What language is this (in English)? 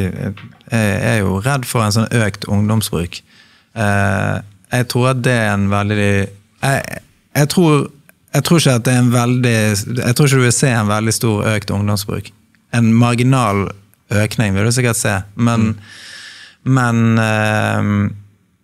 Norwegian